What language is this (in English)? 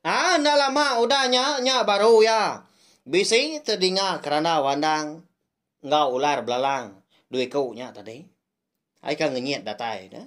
Iban